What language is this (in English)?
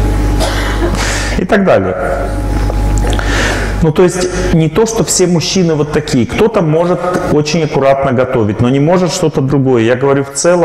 Russian